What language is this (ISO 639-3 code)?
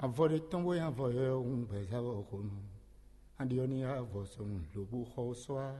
fon